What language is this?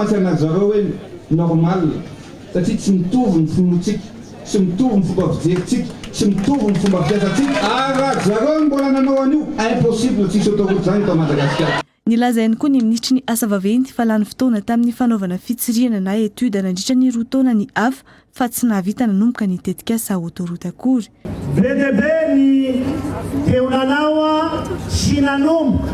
Malagasy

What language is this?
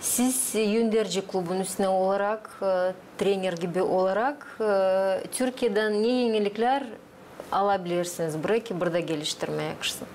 Gagauz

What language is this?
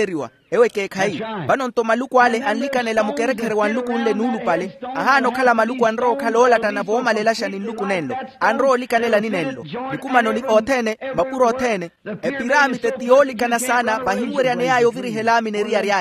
Makhuwa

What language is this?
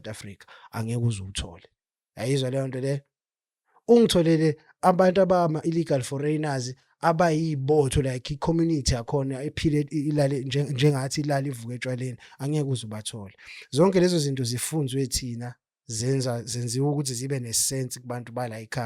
Zulu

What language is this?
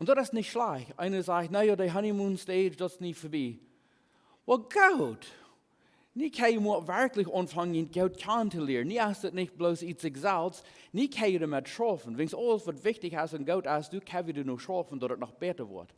Plautdietsch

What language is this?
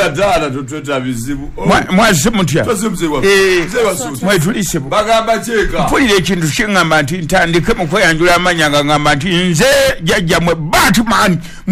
Ganda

